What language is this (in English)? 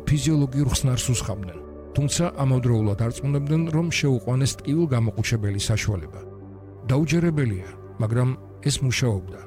Georgian